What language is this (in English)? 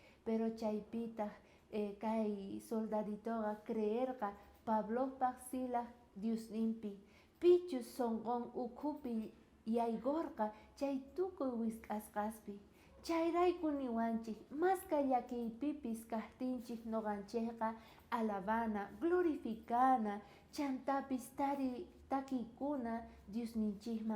South Bolivian Quechua